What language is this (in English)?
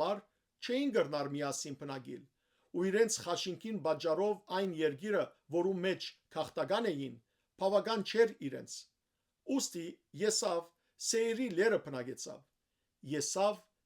Western Armenian